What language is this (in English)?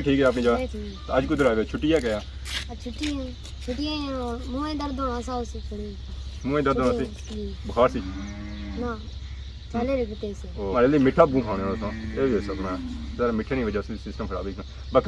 Pahari-Potwari